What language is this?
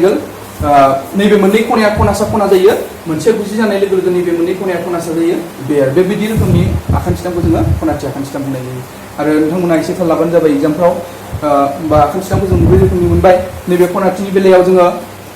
Bodo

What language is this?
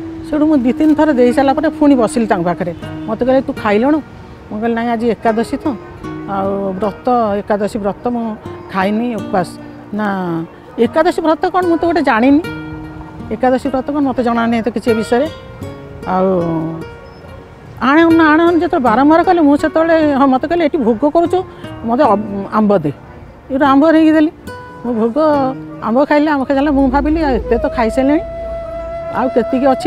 Odia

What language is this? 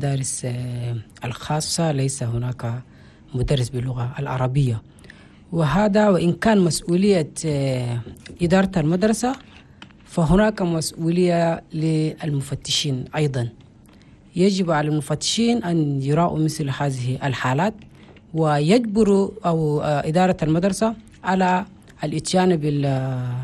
Chadian Arabic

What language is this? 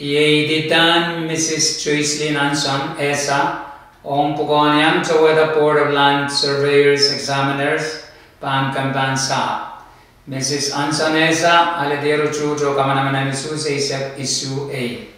Pohnpeian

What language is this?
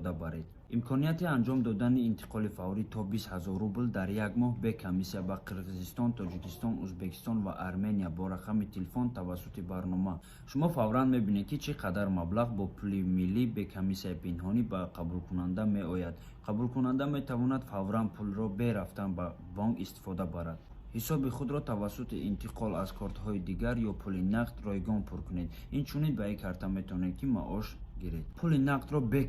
Tajik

